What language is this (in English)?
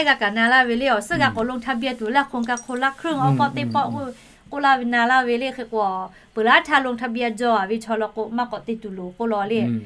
Lahu